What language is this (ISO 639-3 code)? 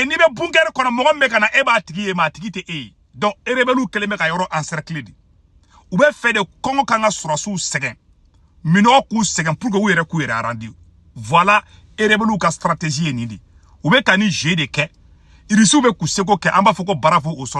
bam